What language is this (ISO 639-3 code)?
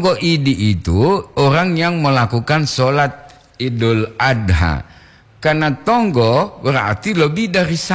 gor